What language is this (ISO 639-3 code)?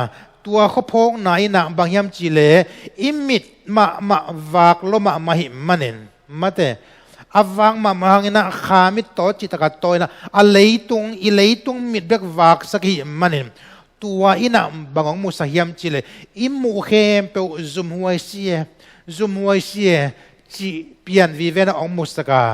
ctd